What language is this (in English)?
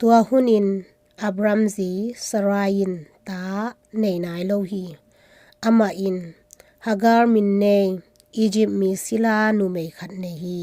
Tedim Chin